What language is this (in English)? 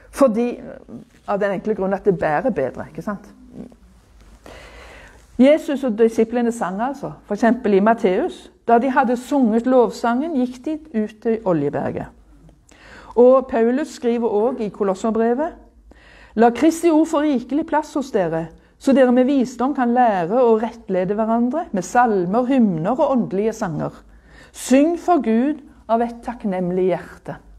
Norwegian